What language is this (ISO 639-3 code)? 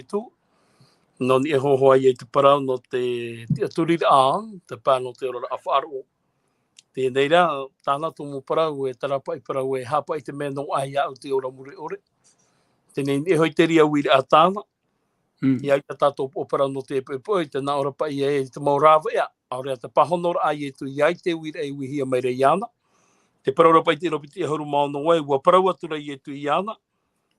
tah